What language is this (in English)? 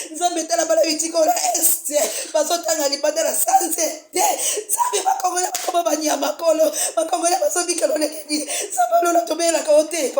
Lingala